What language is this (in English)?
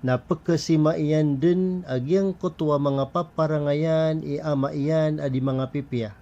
Maranao